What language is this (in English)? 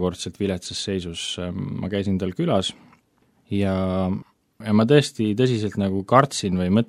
Estonian